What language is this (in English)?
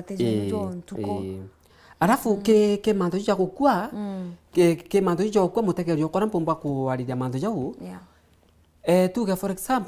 Meru